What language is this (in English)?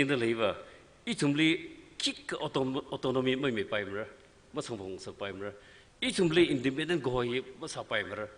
Tangkhul Naga (India)